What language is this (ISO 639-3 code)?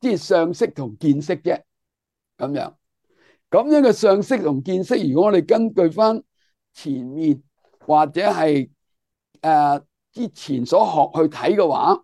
yue